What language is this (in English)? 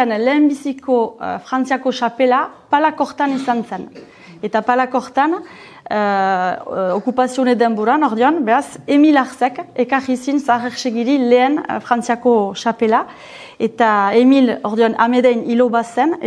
Basque